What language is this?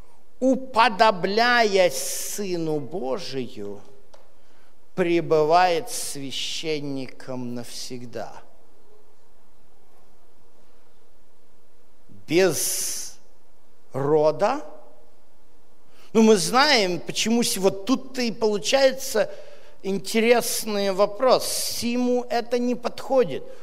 Russian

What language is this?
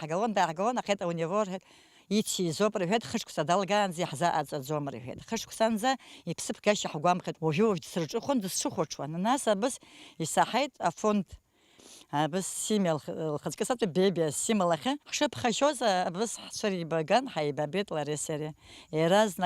Abkhazian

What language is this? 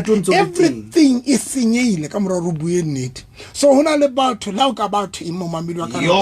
Southern Sotho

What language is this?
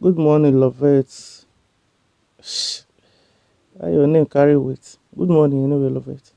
Nigerian Pidgin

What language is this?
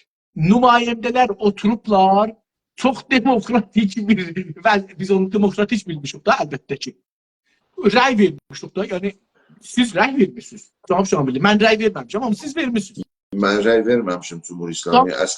South Azerbaijani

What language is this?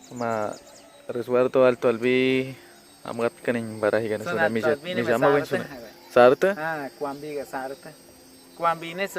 Awa-Cuaiquer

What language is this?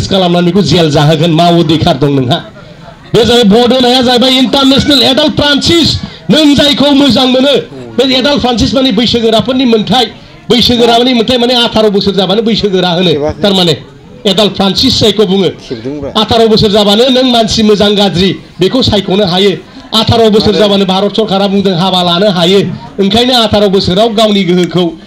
Bodo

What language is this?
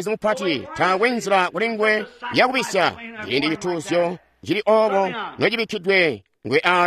Tonga (Zambia)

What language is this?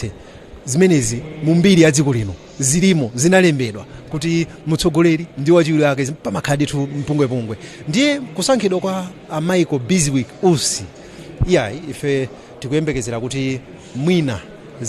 Nyanja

